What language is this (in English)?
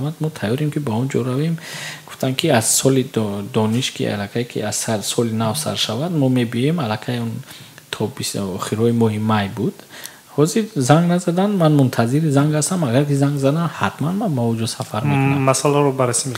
Tajik